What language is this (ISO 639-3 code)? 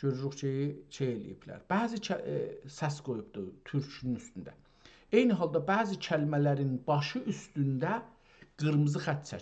azb